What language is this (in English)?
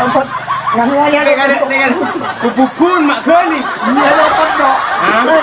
Madurese